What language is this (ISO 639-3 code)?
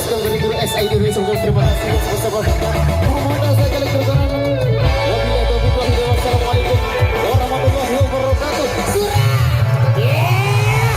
sas